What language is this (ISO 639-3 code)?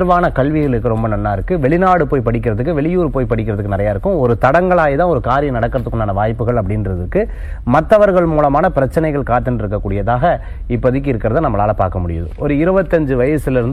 tam